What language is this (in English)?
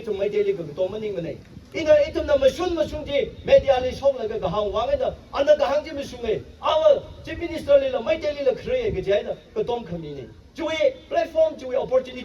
Tangkhul Naga (India)